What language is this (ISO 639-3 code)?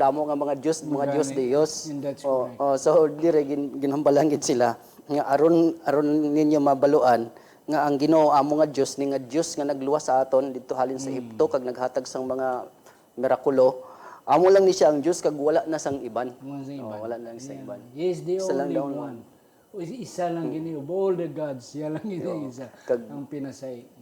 hil